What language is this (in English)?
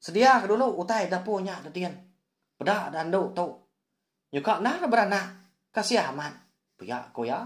Iban